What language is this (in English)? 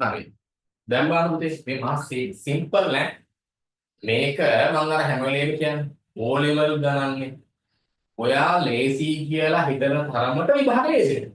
Sinhala